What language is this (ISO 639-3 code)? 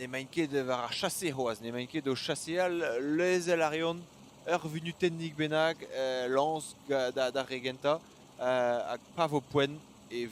bre